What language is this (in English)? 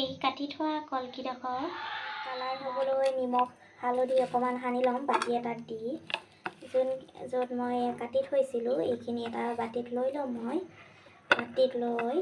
Assamese